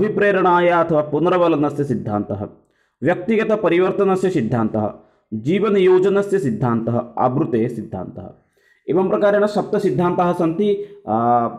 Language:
Sanskrit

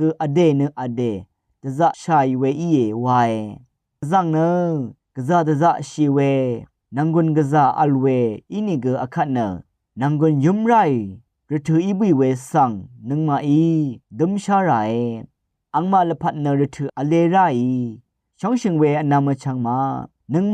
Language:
Rawang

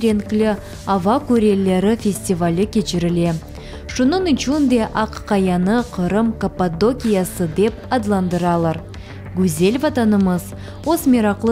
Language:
Crimean Tatar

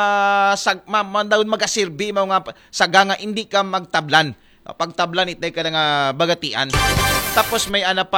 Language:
Aklanon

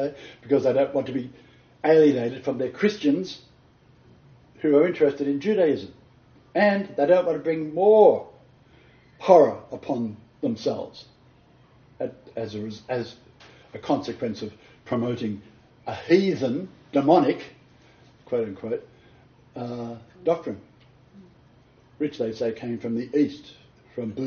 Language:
English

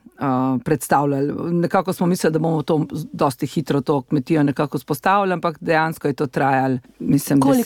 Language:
Slovenian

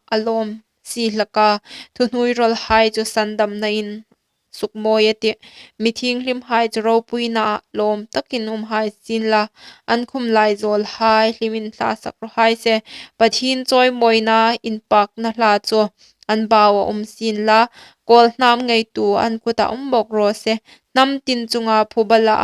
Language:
Hmar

